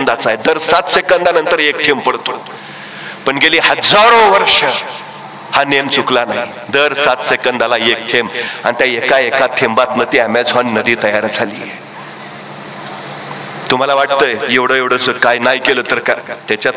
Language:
Marathi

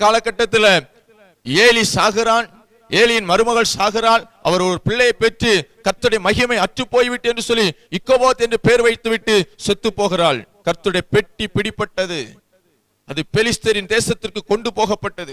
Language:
Tamil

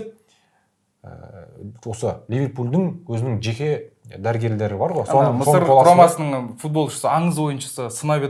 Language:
Kazakh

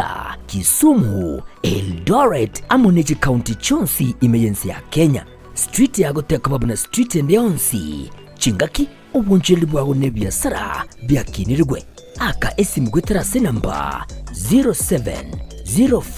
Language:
Gusii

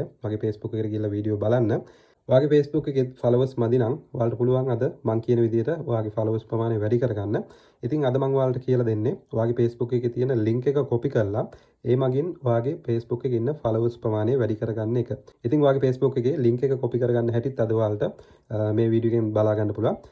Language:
Sinhala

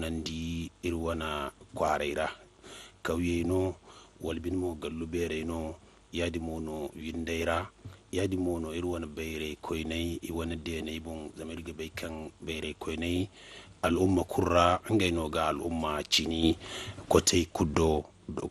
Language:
Zarma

